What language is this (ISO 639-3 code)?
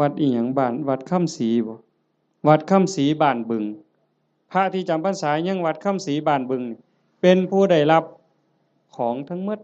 tts